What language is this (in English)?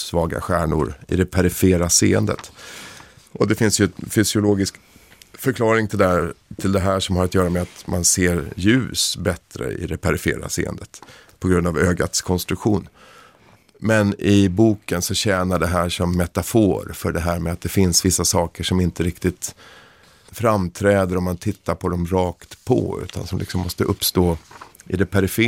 Swedish